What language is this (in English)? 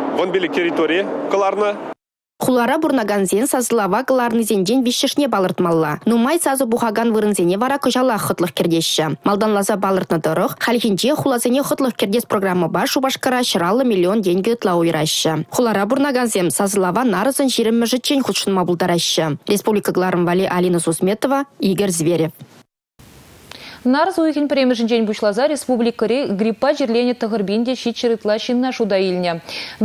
Chuvash